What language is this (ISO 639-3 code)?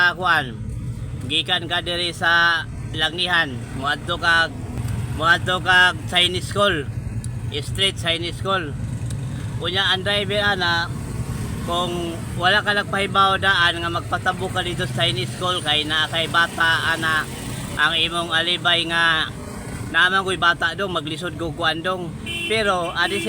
ceb